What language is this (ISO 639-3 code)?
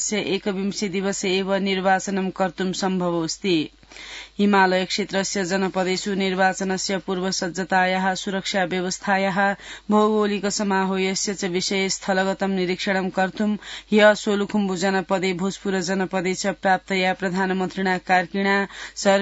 san